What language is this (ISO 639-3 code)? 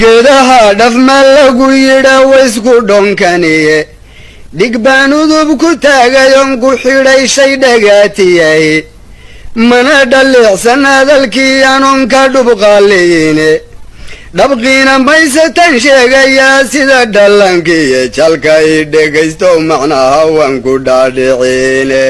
som